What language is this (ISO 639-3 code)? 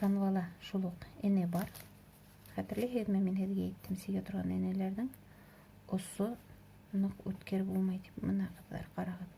bak